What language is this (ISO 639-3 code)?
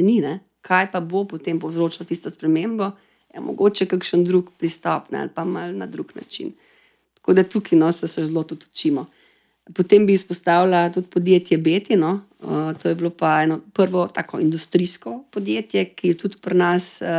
slv